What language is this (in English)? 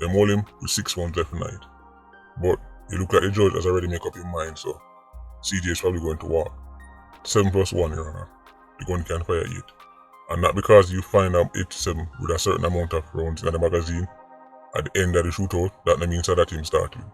Jamaican Creole English